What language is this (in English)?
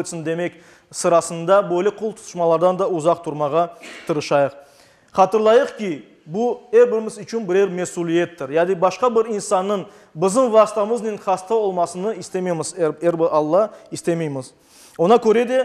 Crimean Tatar